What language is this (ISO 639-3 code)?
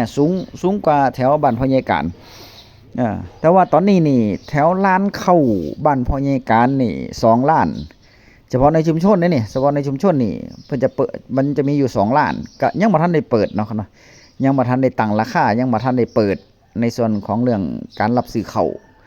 tts